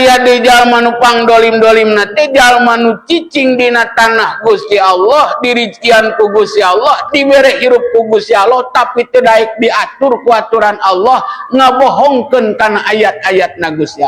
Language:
Sundanese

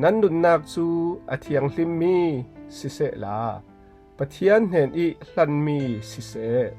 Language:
Falam Chin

